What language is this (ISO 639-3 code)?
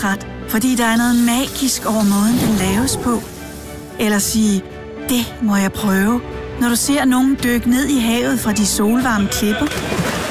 dan